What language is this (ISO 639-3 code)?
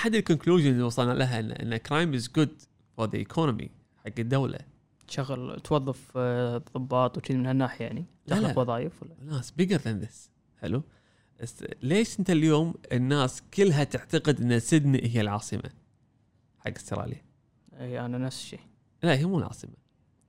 afb